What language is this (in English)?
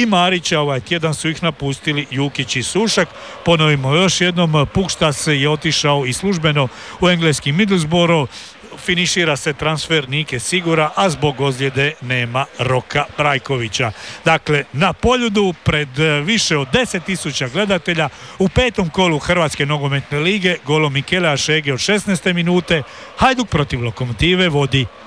Croatian